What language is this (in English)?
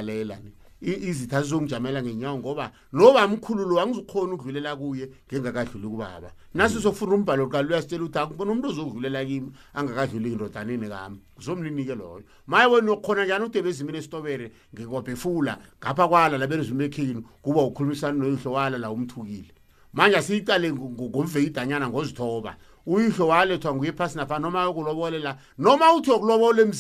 South Ndebele